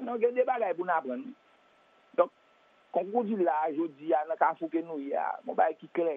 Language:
Haitian Creole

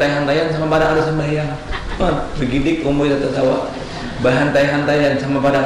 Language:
Banjar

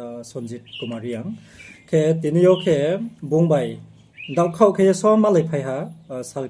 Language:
Riang (India)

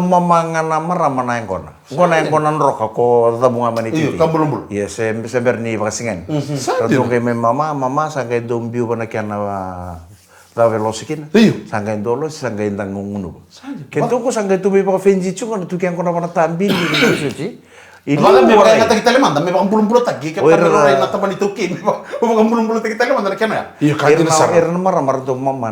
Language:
Fijian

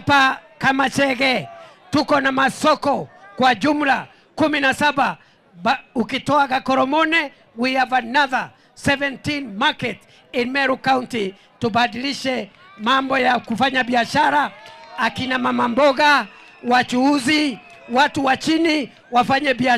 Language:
Gusii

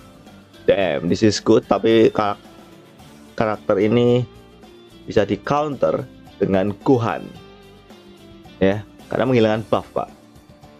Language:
Indonesian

